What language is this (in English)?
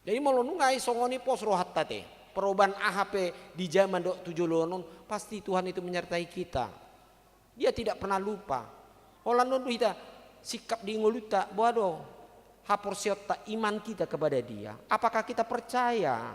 Batak Toba